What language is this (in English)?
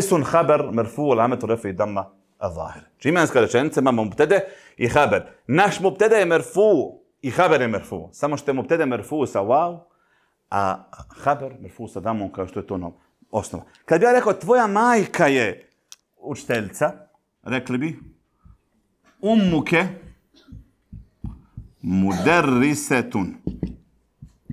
Bosnian